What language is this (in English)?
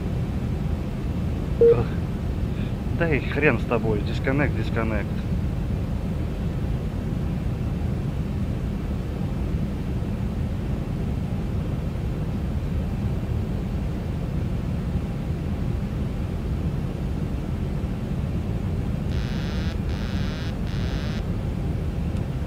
Russian